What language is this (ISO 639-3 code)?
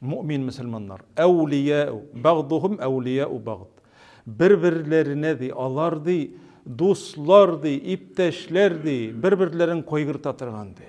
tat